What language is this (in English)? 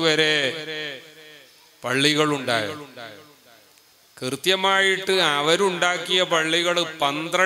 Malayalam